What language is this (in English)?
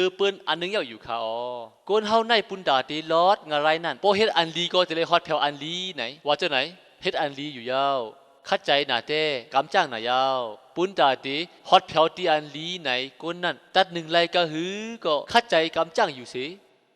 Shan